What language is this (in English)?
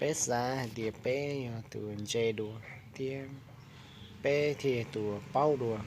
Hmong